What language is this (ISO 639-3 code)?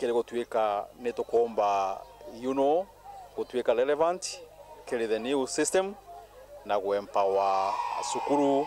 mer